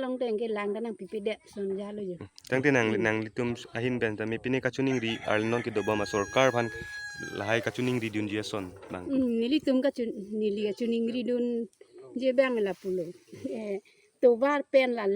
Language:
Karbi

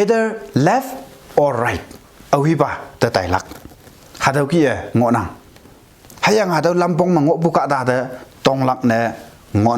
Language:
Konyak Naga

